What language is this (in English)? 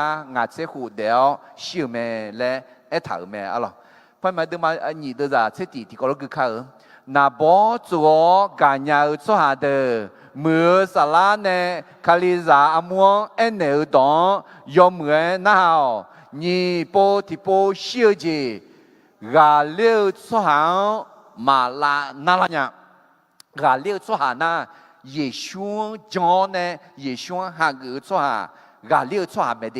Akha